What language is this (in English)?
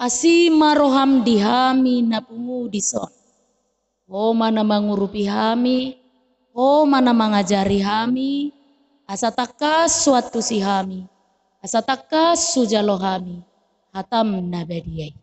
Batak Toba